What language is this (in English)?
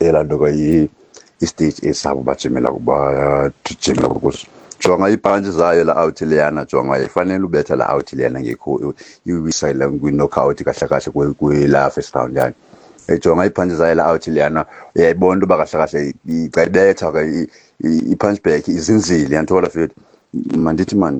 Xhosa